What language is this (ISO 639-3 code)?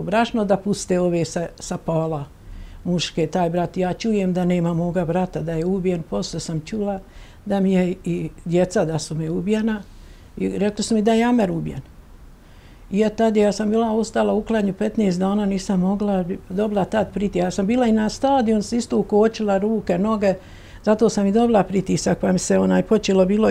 bos